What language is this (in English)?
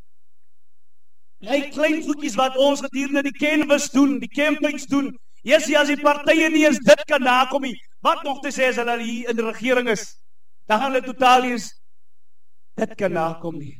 Afrikaans